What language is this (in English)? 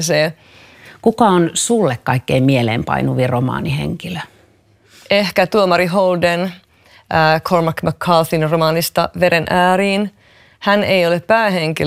Finnish